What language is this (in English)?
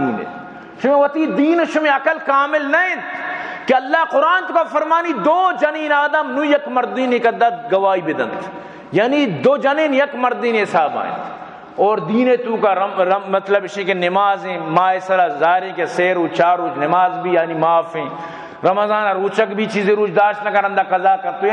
Baluchi